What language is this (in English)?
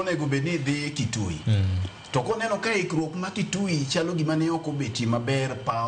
Luo (Kenya and Tanzania)